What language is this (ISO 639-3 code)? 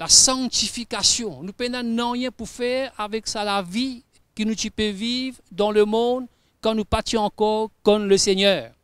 mfe